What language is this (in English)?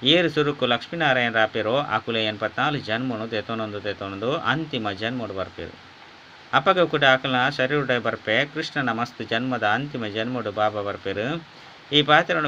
Tulu